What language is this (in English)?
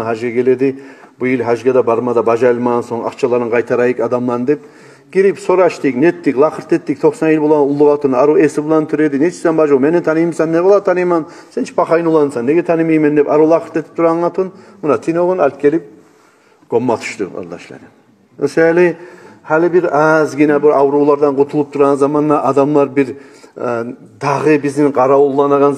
Kumyk